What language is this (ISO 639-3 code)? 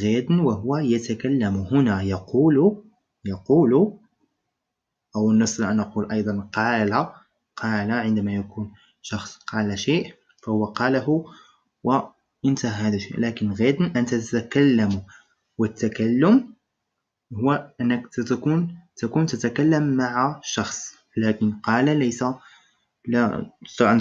ara